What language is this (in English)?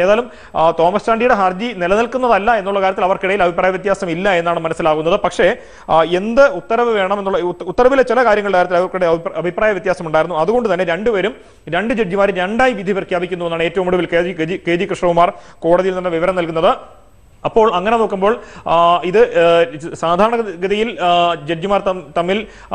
Malayalam